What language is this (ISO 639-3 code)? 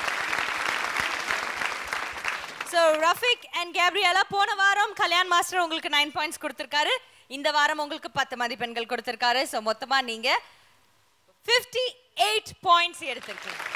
tam